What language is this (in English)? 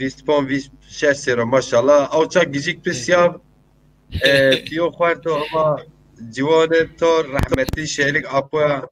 Zaza